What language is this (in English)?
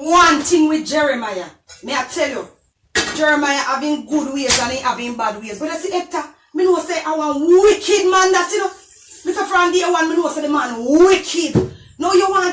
Jamaican Creole English